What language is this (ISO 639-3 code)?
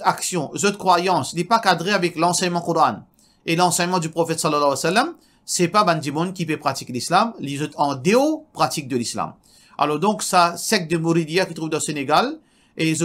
mfe